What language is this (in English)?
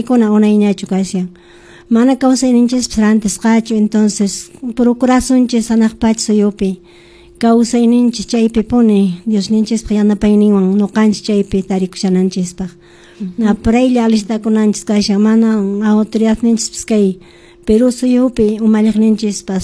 Quechua